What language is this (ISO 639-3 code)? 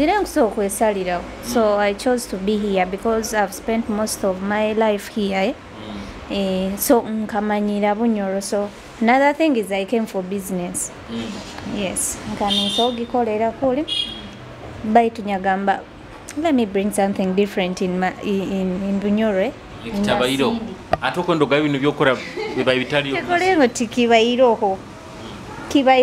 nyo